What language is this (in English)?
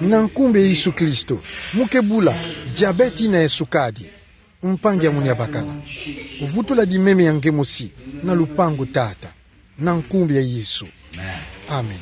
Kituba (Democratic Republic of Congo)